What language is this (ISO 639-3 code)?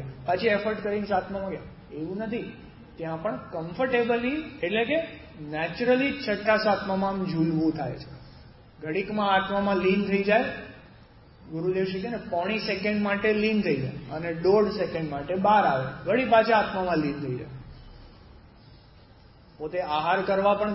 guj